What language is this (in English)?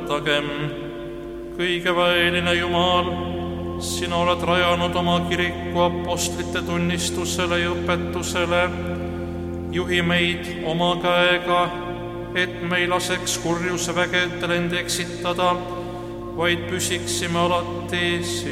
Estonian